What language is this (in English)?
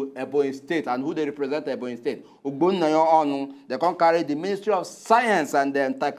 Nigerian Pidgin